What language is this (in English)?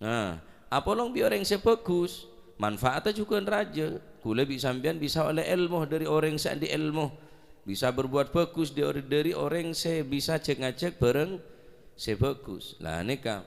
Madurese